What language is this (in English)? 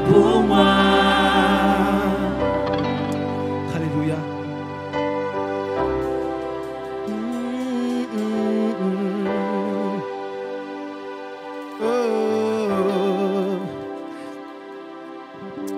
French